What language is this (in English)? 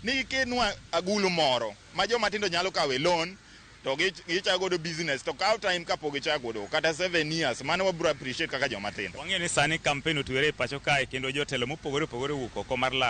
Luo (Kenya and Tanzania)